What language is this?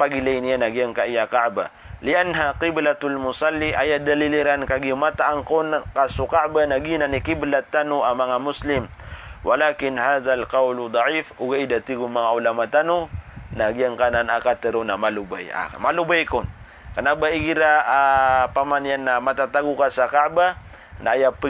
Maranao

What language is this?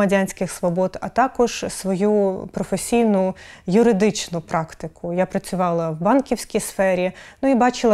Ukrainian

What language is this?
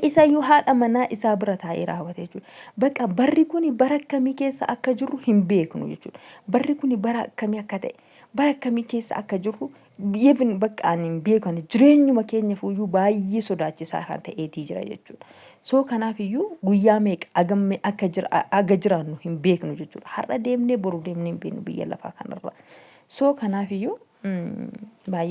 Oromo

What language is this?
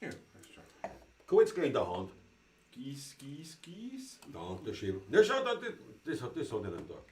Bavarian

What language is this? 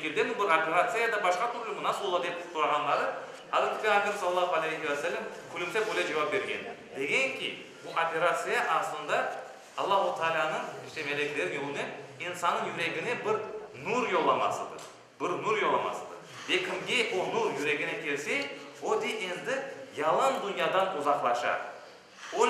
Crimean Tatar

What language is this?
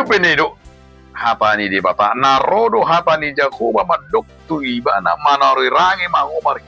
Batak Toba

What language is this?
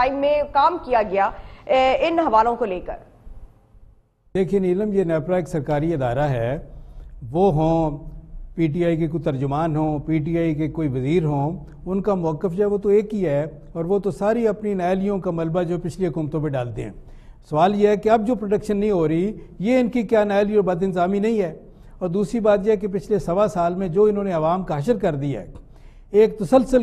Urdu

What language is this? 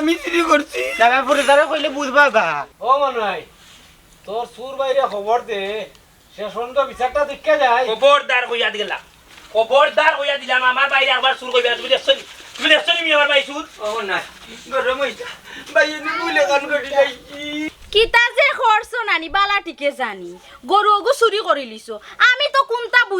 Sylheti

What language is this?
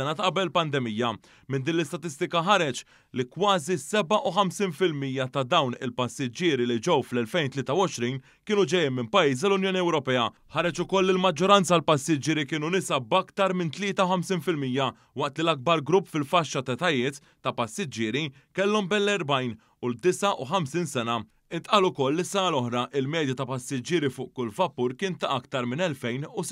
Maltese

